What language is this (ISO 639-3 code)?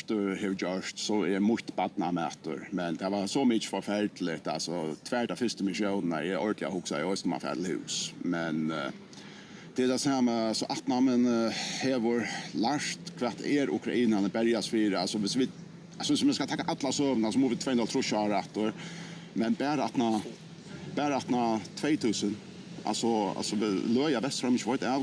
fao